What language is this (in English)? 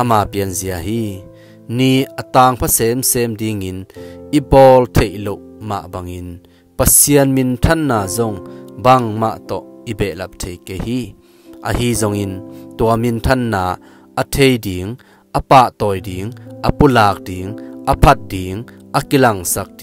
Tedim Chin